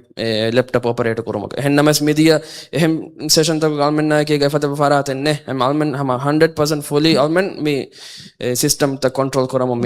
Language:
Divehi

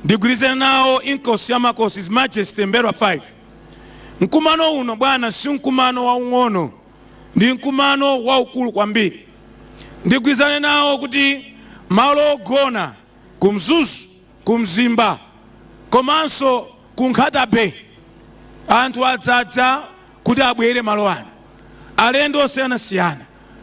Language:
Nyanja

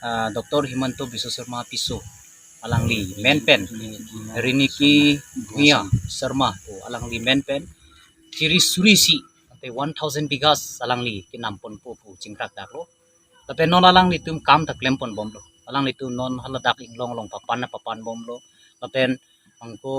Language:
Karbi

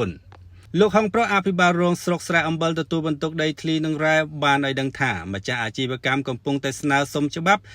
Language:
Khmer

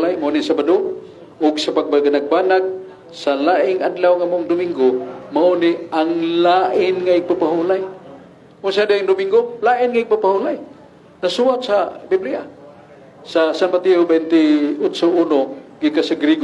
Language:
Cebuano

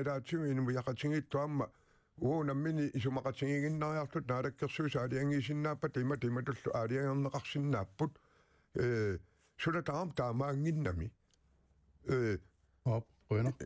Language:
Kalaallisut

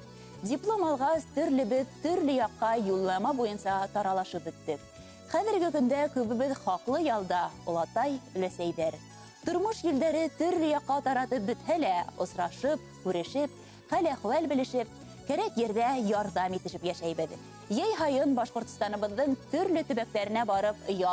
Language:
Bashkir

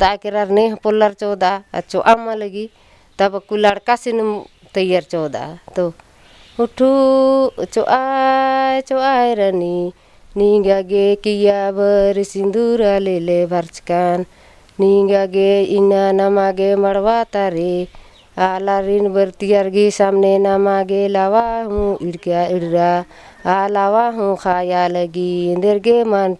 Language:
Kurukh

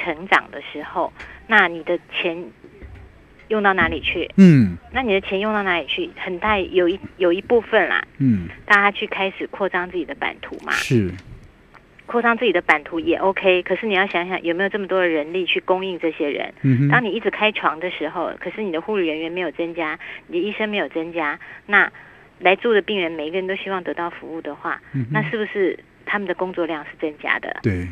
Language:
Chinese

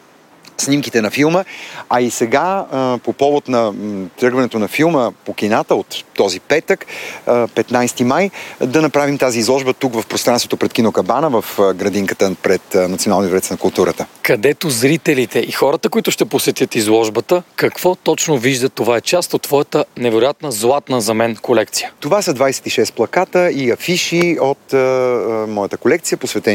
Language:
Bulgarian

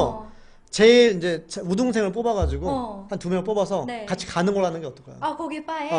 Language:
Korean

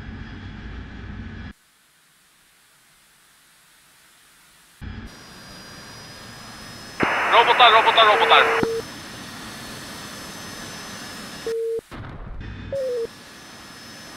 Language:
Swedish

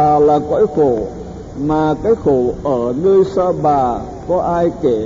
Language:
Vietnamese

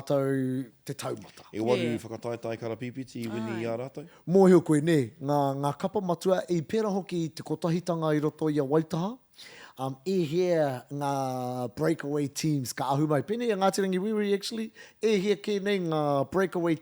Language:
Māori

